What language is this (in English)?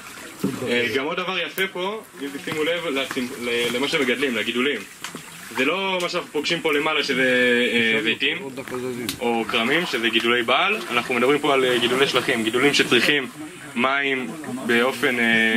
Hebrew